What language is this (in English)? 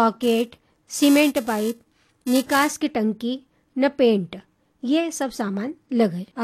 Hindi